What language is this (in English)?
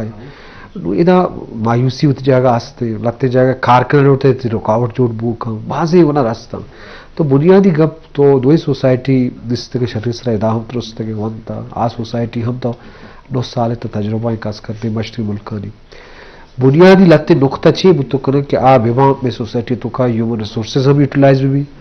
Baluchi